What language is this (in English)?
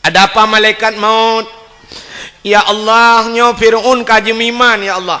Achinese